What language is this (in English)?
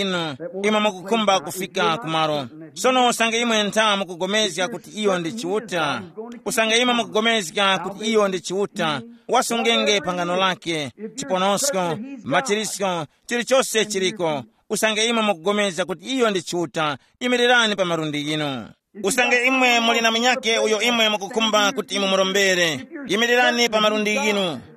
Tumbuka